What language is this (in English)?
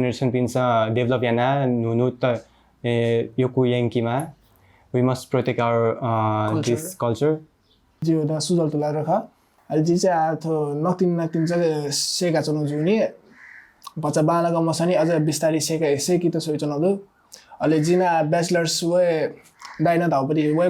Newari